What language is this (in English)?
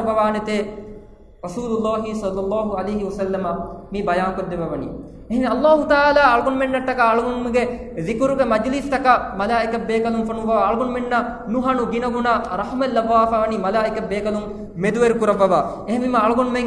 Divehi